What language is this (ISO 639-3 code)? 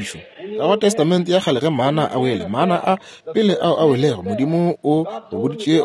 nso